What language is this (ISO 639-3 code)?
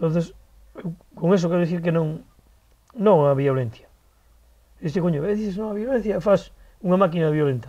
glg